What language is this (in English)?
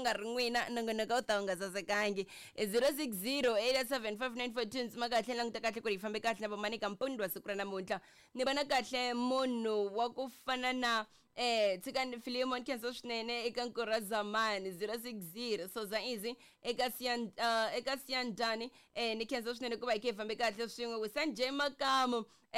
Tsonga